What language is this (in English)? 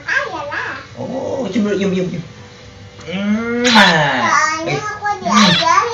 Betawi